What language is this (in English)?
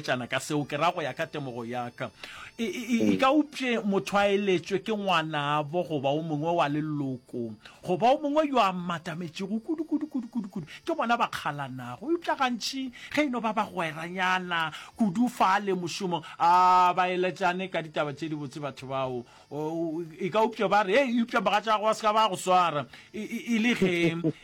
Northern Sotho